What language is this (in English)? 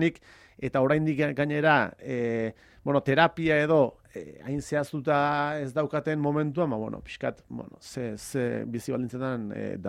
Basque